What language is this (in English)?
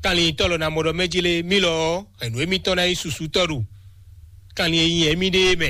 Fon